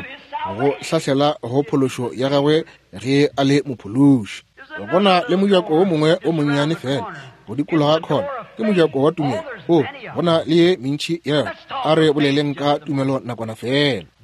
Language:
Northern Sotho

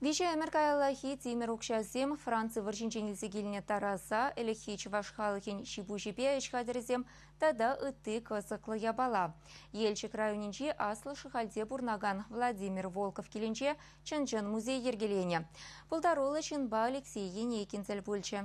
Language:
Chuvash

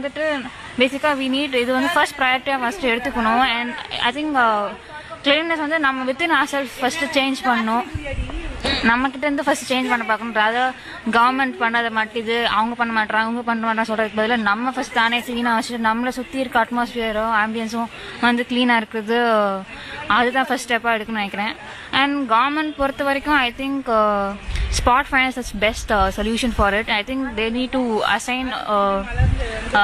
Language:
Tamil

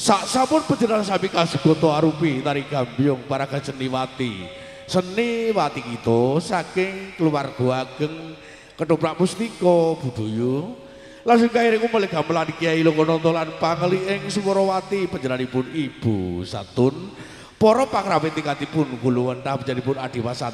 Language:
Javanese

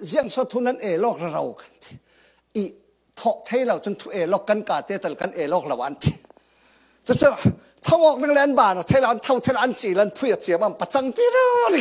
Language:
Falam Chin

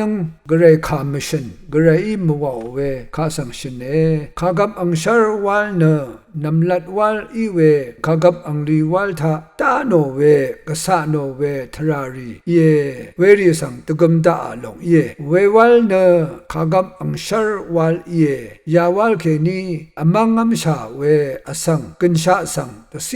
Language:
Rawang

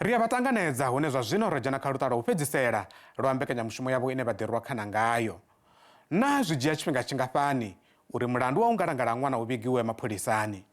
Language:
Venda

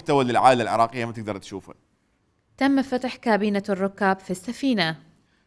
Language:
Mesopotamian Arabic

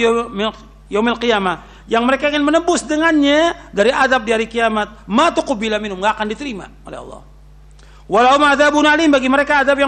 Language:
Indonesian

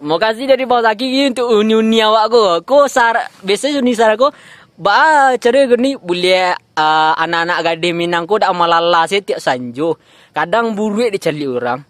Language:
Minangkabau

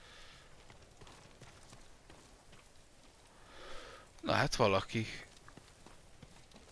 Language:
Hungarian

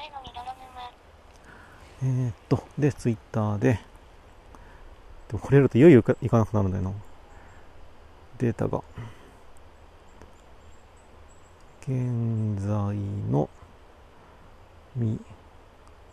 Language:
Japanese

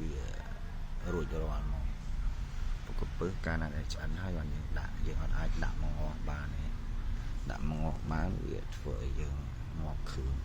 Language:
Khmer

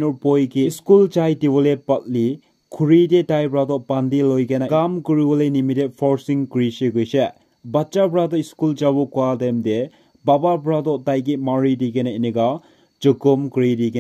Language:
Naga Pidgin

